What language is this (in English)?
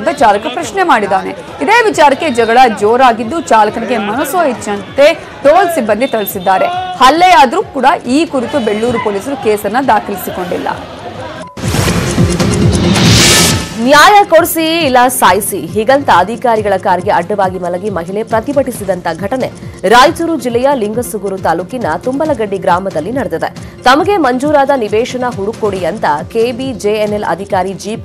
Kannada